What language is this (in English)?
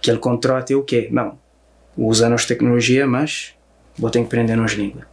Kabuverdianu